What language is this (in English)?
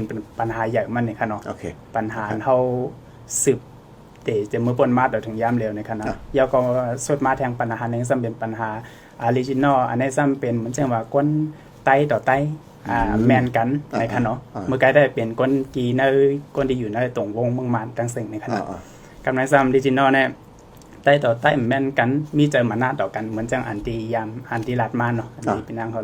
Shan